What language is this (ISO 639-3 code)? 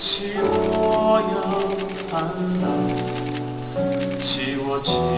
kor